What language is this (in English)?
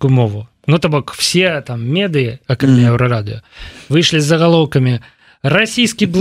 Belarusian